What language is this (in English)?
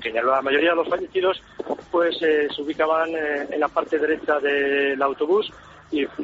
Spanish